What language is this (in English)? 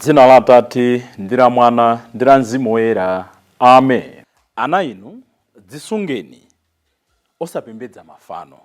Nyanja